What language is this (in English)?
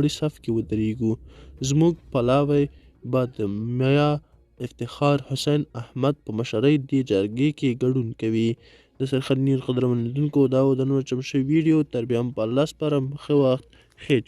Pashto